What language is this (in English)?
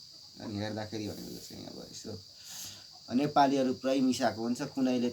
Nepali